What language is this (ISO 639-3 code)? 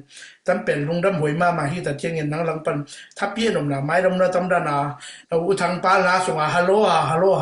ctd